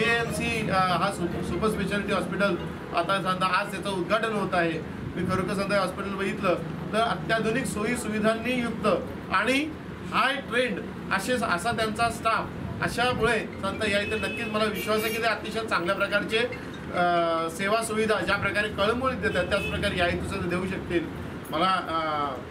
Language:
Marathi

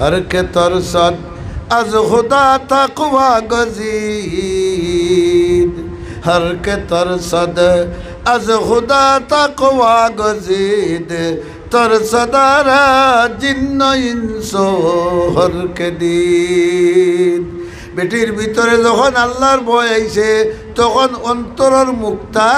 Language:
Sylheti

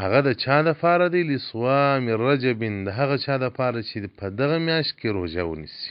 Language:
Pashto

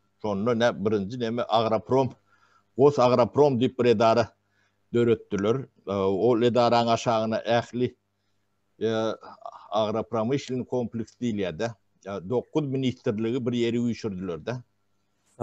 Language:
Turkmen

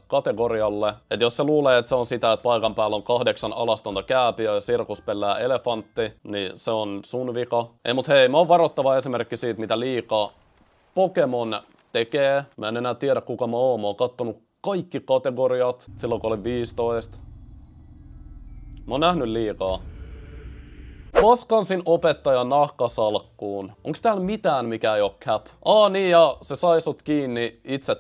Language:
Finnish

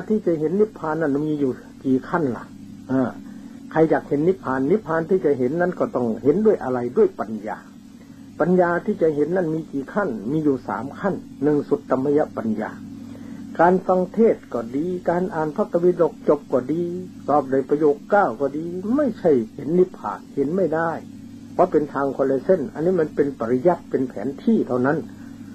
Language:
Thai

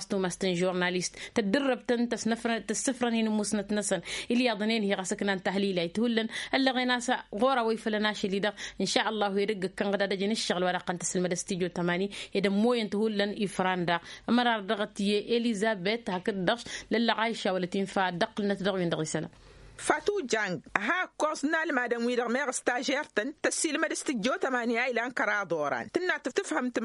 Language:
Tamasheq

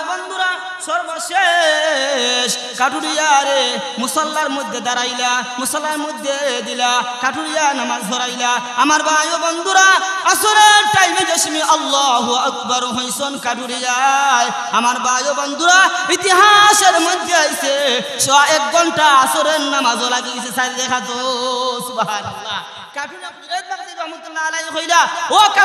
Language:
Sylheti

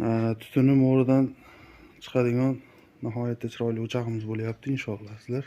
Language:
Uzbek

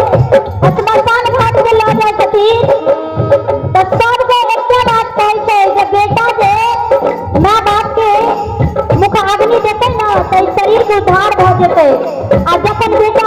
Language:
Maithili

